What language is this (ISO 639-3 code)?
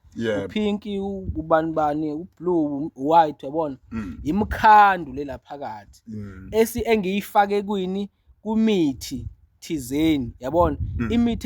zul